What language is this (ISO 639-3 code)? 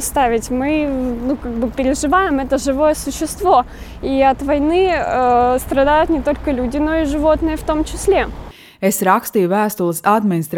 lav